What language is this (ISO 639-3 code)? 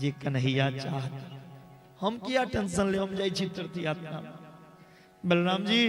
mai